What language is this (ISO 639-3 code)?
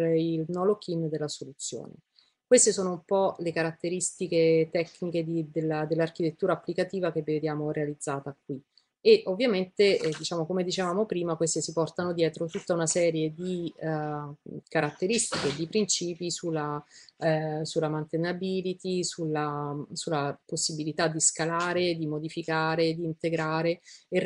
ita